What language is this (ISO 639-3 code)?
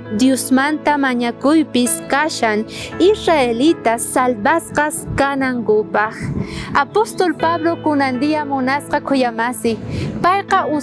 quh